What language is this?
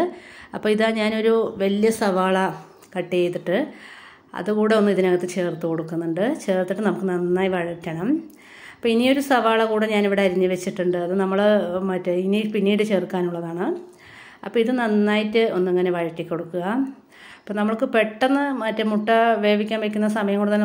Malayalam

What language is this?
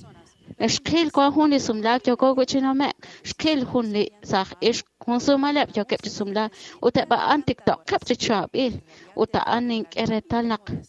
Kekchí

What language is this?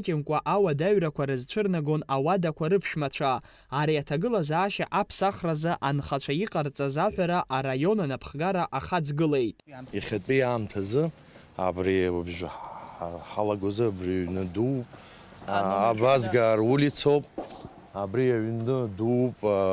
Abkhazian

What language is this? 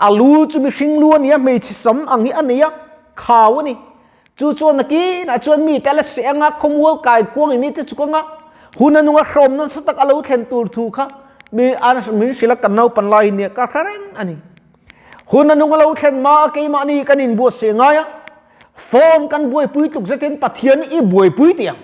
Mizo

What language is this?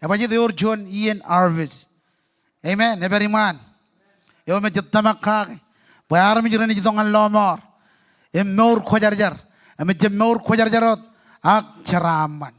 Marshallese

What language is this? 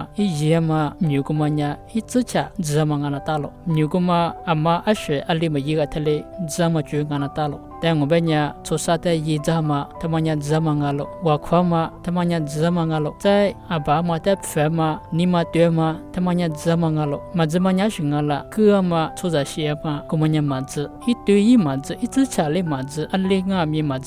Lisu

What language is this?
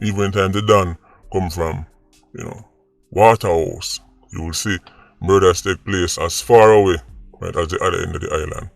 Jamaican Creole English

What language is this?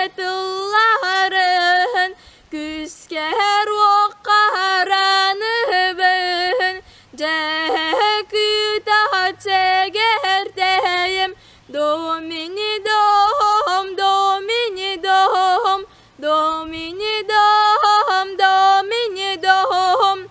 Yakut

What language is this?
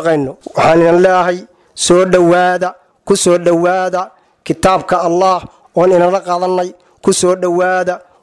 Somali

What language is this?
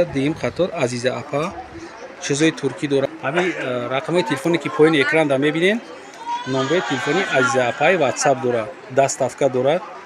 Tajik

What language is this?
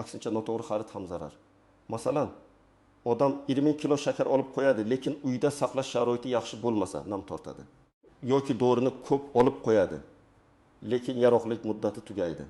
Uzbek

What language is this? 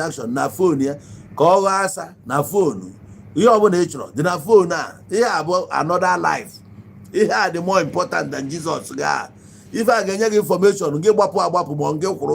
Igbo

